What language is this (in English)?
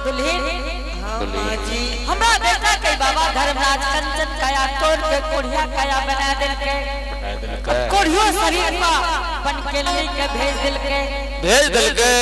Angika